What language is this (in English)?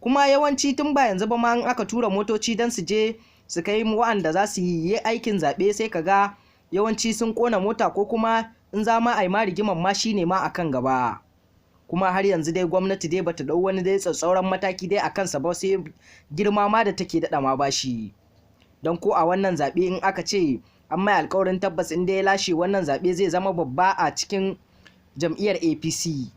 Hausa